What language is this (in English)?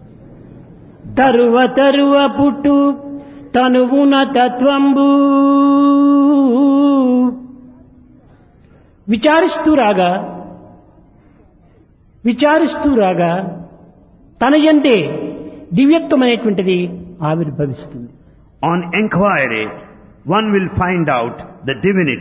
Telugu